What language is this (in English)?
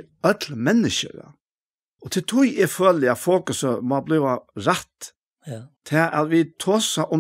Faroese